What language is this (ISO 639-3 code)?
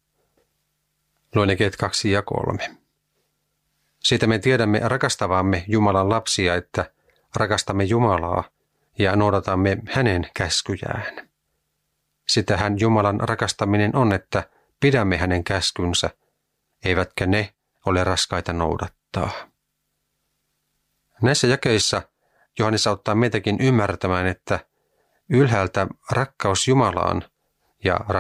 fin